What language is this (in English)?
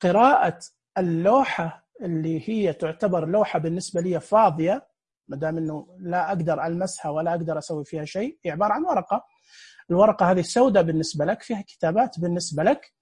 Najdi Arabic